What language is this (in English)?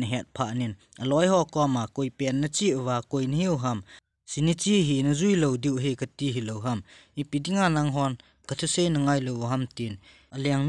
Thado Chin